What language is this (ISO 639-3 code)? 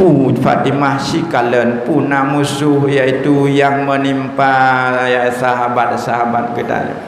ace